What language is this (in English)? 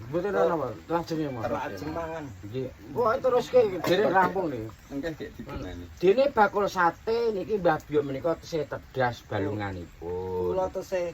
Javanese